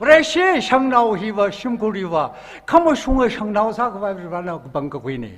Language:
Tangkhul Naga (India)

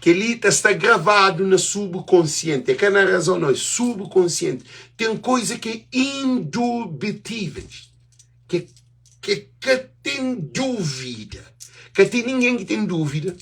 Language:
Kabuverdianu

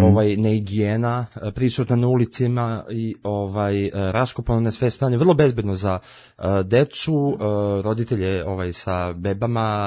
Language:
Serbian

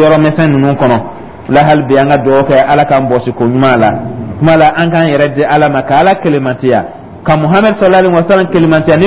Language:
Dyula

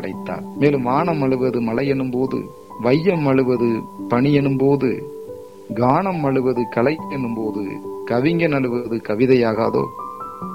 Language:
Tamil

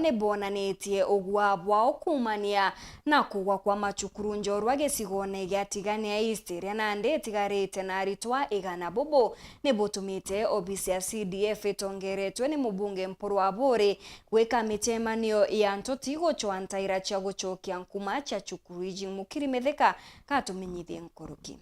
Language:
Meru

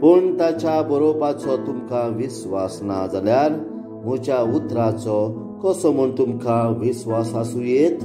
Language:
Konkani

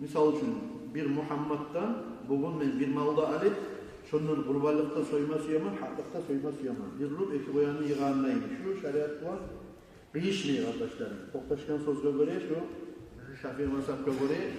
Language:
Kumyk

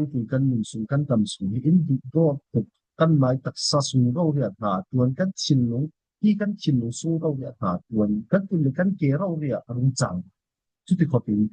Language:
Falam Chin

